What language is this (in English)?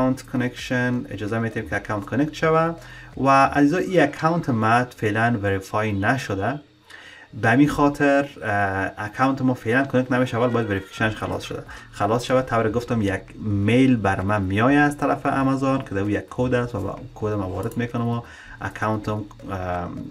Persian